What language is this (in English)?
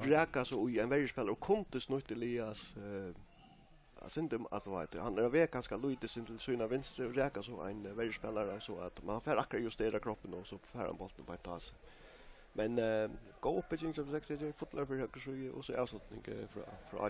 Faroese